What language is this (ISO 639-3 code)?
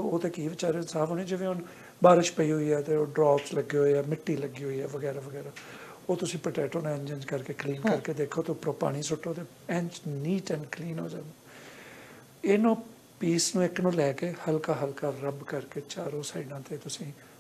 pan